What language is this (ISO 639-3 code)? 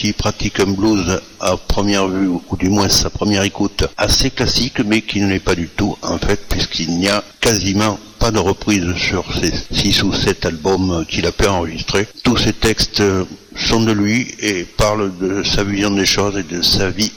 fra